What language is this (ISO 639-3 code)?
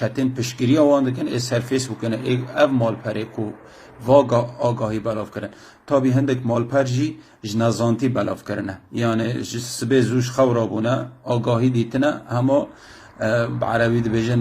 kur